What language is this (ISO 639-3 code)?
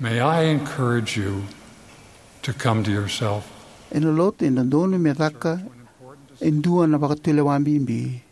fij